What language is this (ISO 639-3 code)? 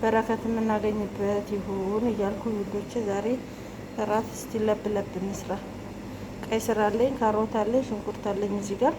amh